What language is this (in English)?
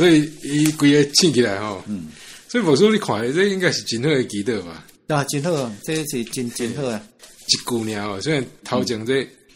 Min Nan Chinese